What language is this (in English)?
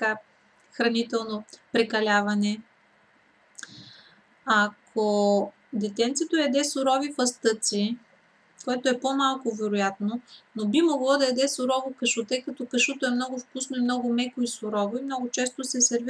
Bulgarian